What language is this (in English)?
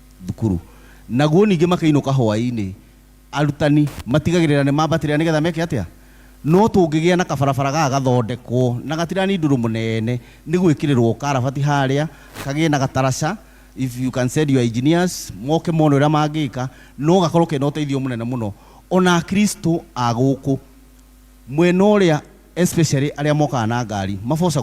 Kikuyu